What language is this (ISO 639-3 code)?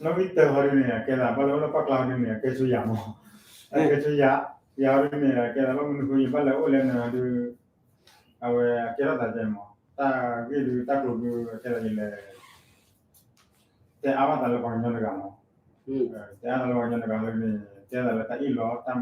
ksw